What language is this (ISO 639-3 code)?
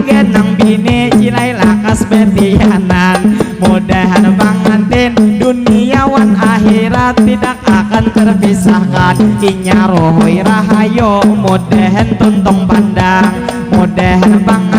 bjn